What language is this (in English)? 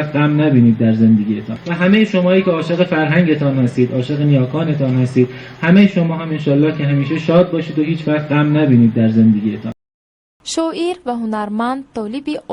Tajik